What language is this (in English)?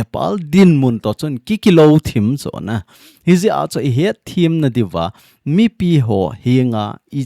Thado Chin